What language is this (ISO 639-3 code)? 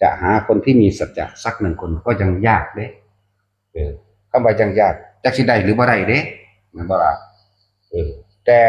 tts